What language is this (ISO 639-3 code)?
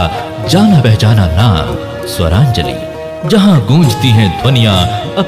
hne